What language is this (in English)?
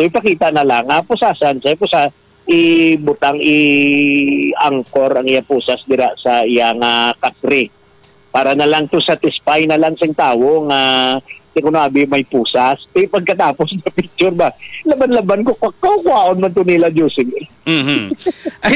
Hiligaynon